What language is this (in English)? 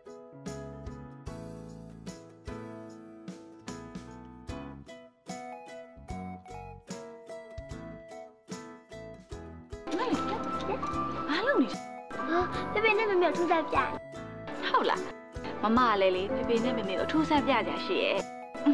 Burmese